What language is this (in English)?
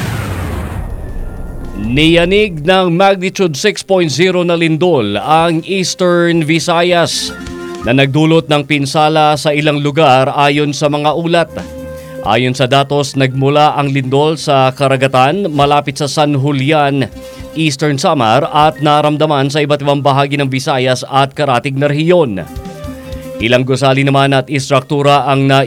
Filipino